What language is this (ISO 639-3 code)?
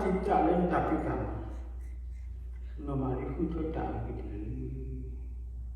ksw